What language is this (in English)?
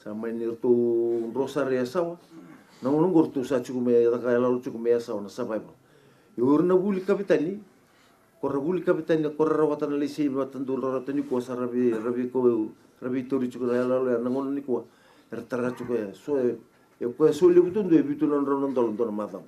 Fijian